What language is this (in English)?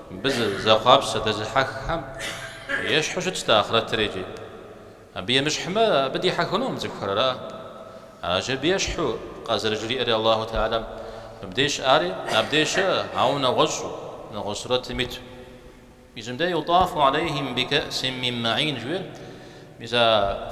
Kabardian